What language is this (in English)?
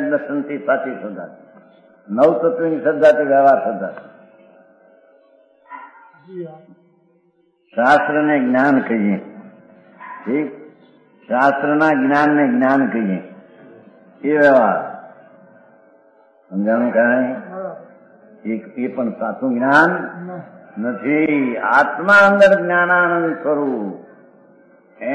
Gujarati